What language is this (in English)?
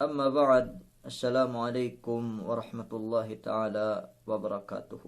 Yakan